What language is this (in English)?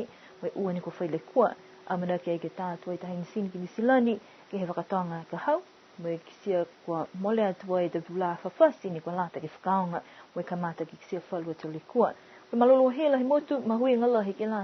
Niuean